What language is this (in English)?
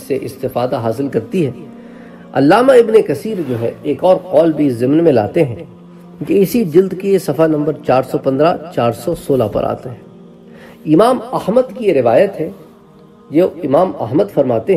Urdu